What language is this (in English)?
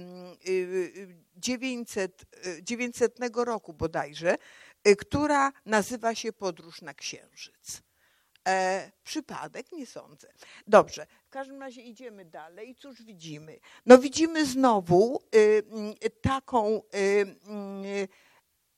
Polish